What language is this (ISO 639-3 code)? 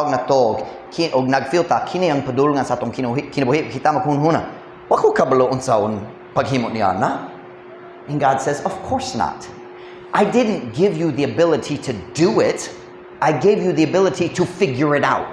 ceb